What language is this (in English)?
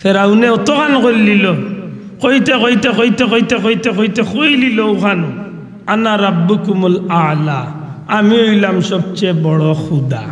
Sylheti